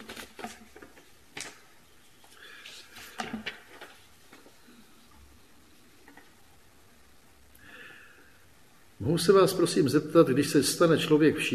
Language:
Czech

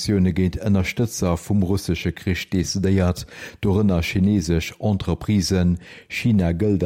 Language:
Luxembourgish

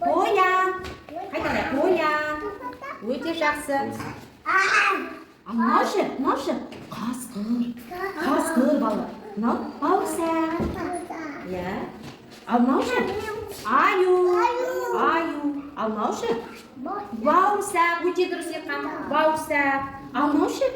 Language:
Kazakh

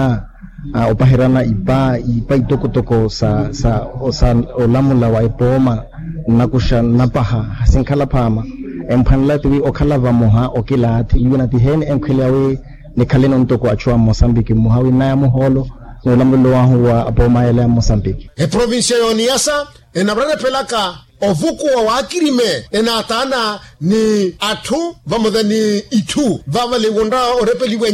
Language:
Makhuwa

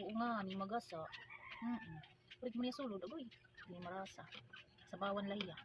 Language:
Waray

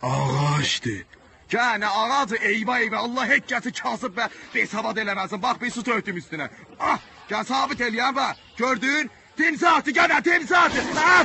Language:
South Azerbaijani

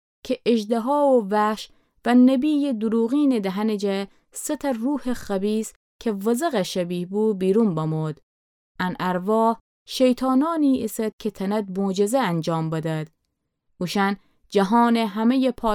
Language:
Gilaki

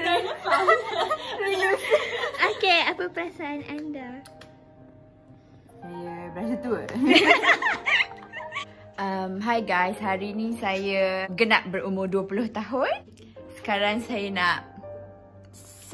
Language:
Malay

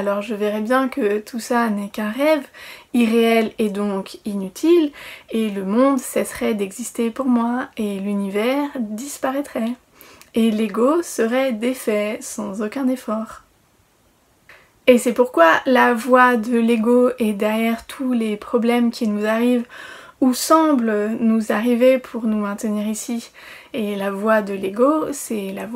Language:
French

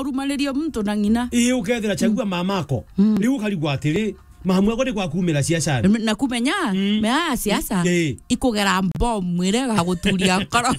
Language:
Meru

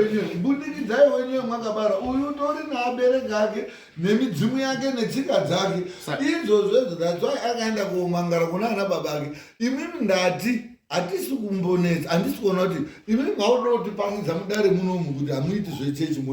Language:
Shona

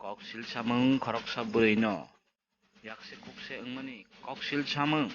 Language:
Kok Borok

